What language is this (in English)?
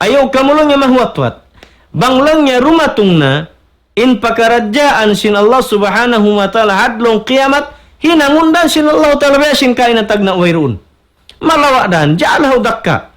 Tausug